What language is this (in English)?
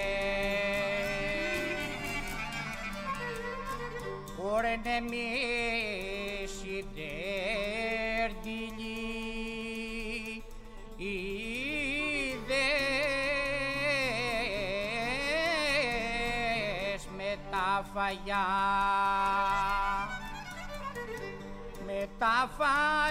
Greek